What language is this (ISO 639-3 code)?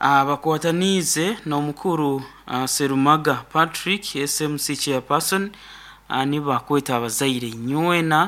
nyn